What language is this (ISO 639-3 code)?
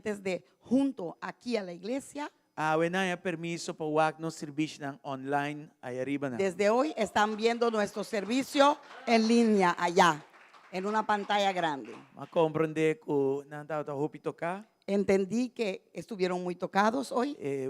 pap